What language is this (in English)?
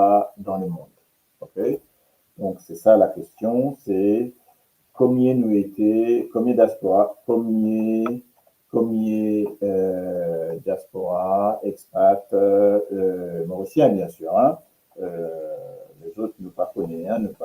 Morisyen